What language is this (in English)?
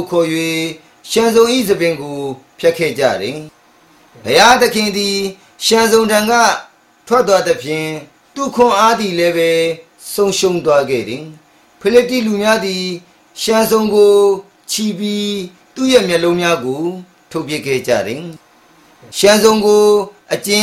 Burmese